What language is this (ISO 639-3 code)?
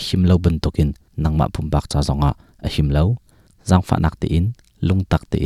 cnh